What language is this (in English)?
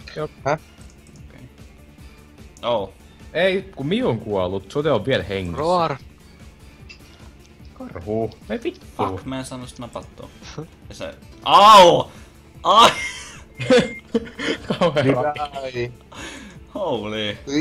Finnish